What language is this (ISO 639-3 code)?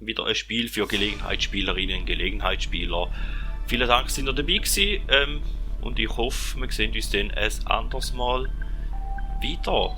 gsw